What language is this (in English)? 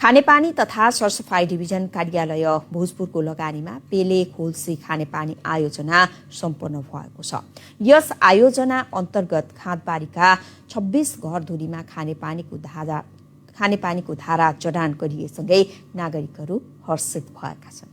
Nepali